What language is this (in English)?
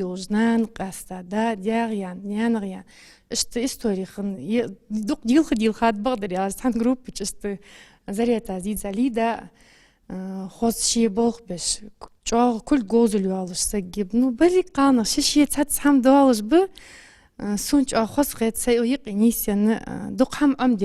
Ingush